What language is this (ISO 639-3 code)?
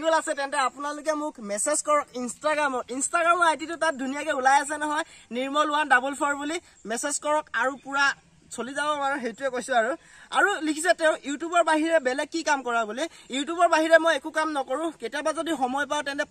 asm